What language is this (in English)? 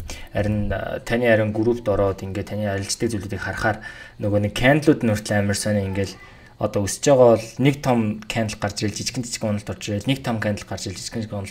Mongolian